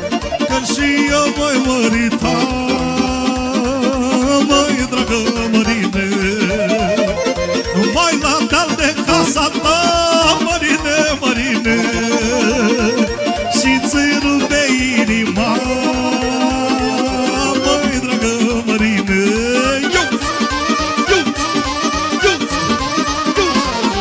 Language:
Romanian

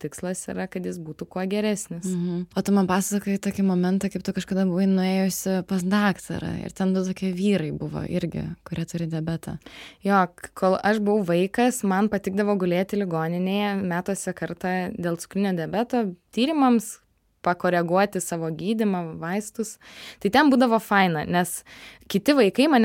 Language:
Lithuanian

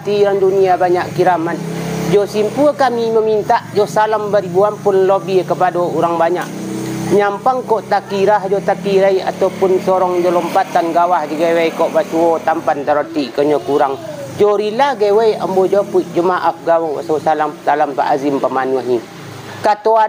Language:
Minangkabau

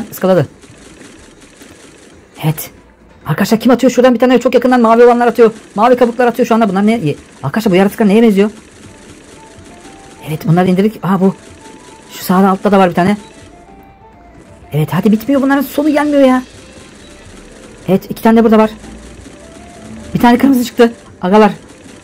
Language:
Turkish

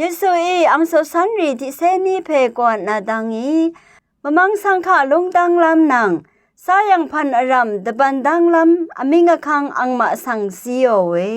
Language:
Rawang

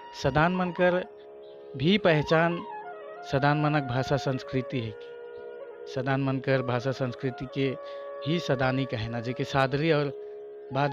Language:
Sadri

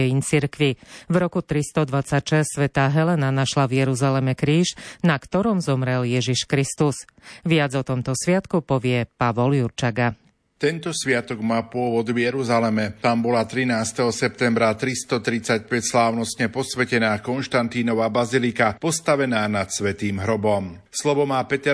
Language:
Slovak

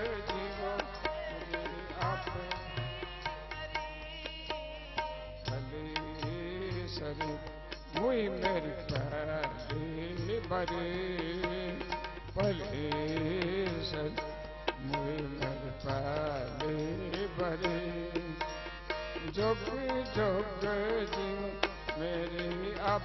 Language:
Punjabi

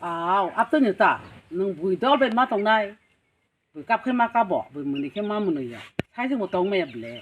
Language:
Kok Borok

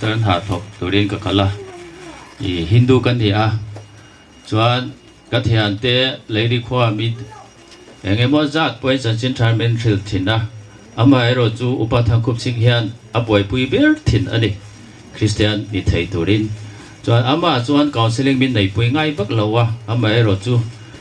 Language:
Hmar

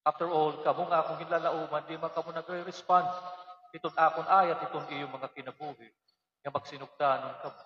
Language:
Waray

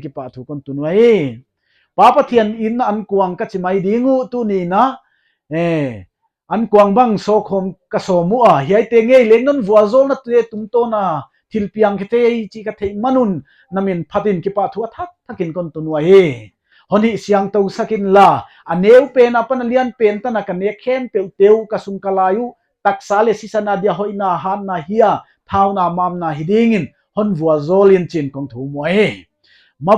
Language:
Paite Chin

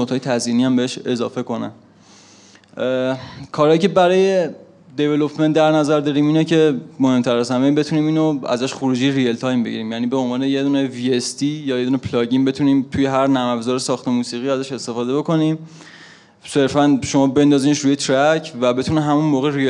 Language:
Persian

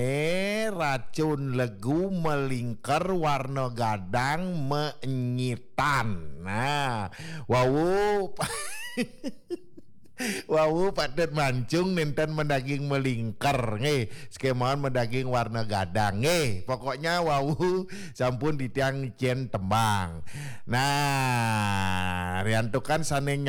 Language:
Balinese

